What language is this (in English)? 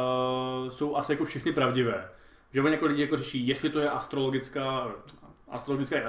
Czech